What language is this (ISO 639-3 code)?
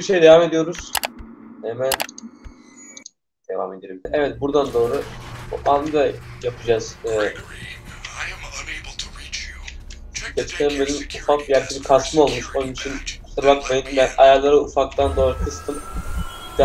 tur